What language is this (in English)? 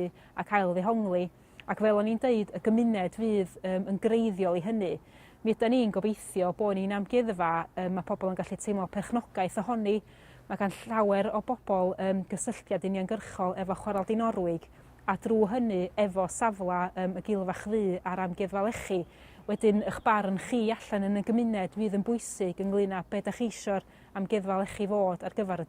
Welsh